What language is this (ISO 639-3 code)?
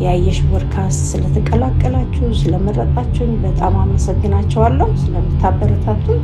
amh